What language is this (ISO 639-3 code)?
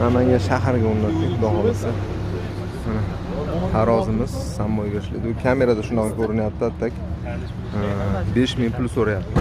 uzb